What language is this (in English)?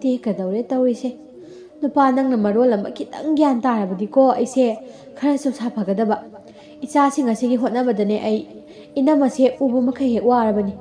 Manipuri